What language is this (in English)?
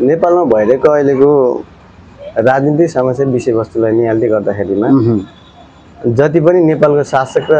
Nepali